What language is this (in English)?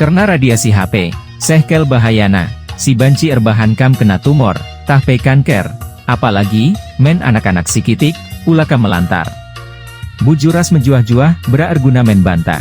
Batak Karo